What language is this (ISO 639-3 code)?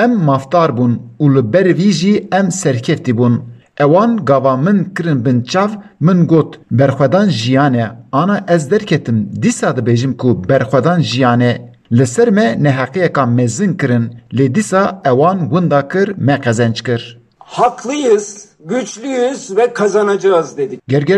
kur